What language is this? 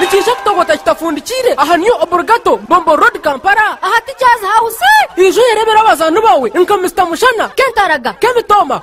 Nyankole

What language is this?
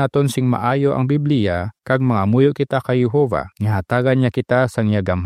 Hiligaynon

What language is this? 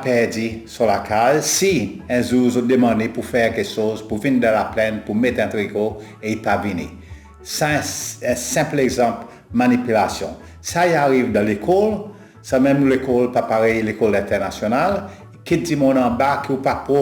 Seselwa Creole French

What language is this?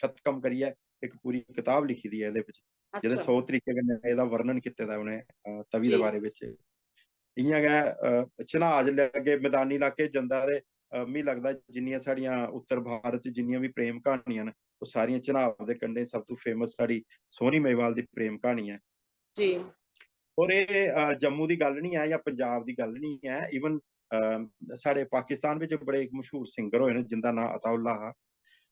Dogri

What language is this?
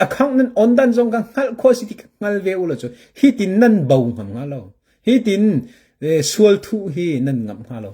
Hakha Chin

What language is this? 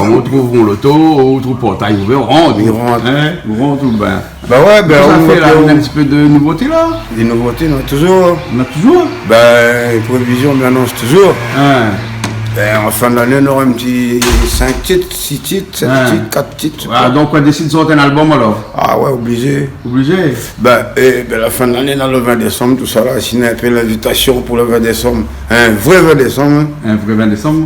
Réunion Creole French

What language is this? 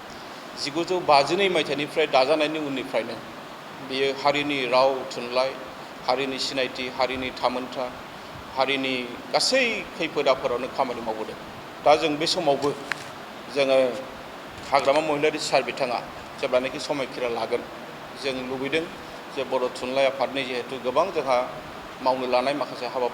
Bodo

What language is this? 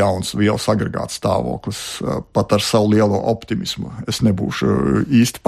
Latvian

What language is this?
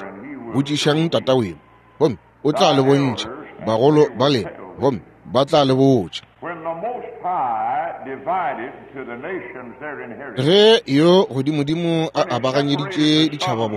Northern Sotho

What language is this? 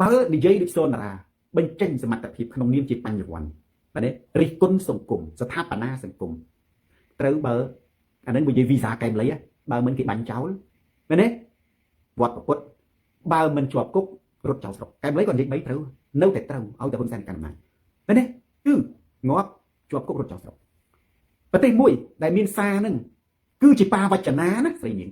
Khmer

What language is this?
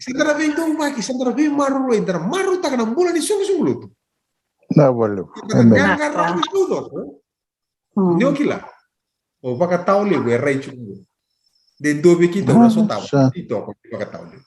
Fijian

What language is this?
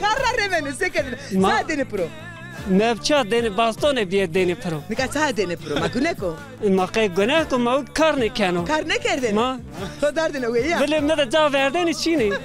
Zaza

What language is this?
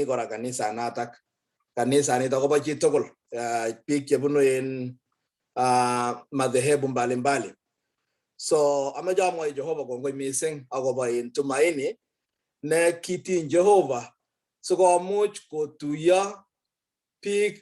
Kalenjin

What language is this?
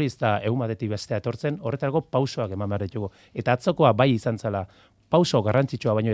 Basque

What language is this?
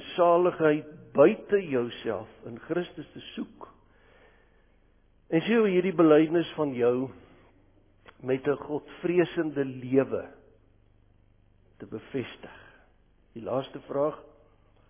Afrikaans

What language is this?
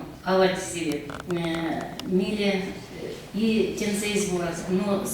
Erzya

